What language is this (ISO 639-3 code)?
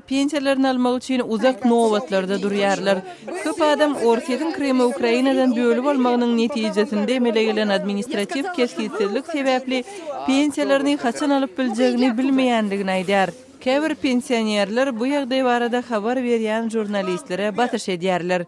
tuk